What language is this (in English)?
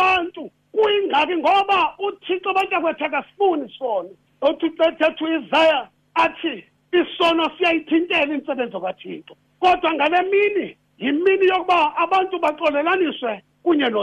Xhosa